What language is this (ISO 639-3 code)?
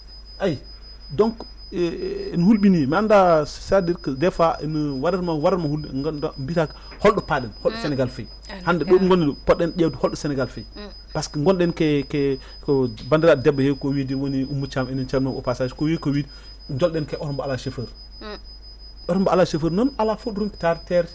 ful